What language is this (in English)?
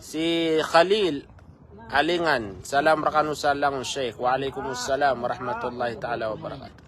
Maranao